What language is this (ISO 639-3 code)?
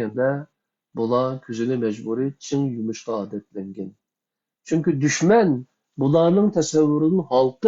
uig